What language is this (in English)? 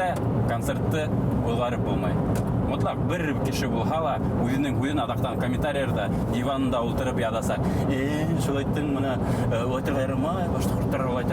Bashkir